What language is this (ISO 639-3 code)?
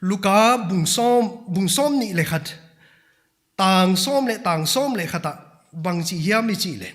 pck